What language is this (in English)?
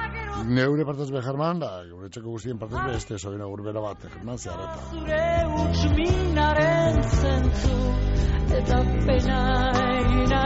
Basque